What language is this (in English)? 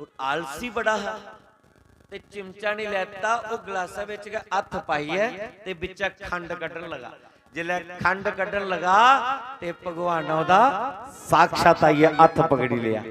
Dogri